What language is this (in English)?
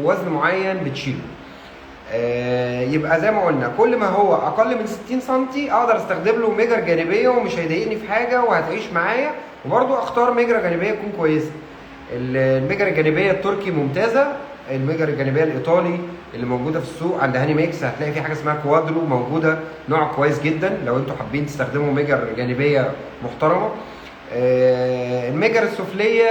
Egyptian Arabic